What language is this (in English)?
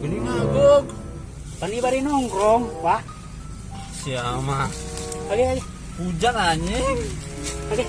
Sundanese